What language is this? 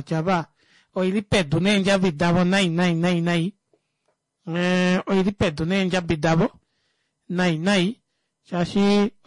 Kuanyama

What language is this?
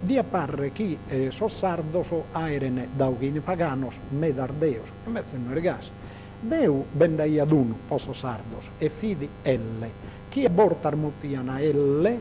Sardinian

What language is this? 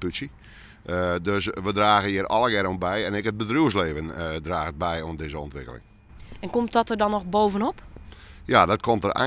Western Frisian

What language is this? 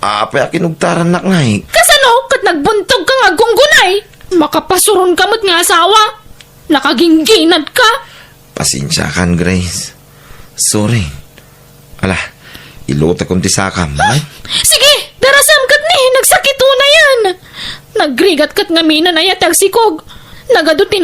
Iloko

